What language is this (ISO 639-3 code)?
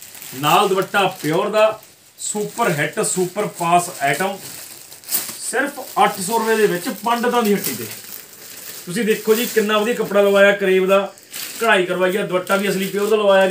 pan